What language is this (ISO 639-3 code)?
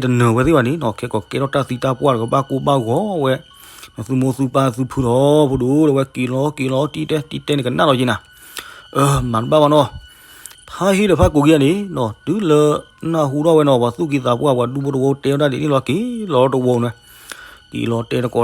ksw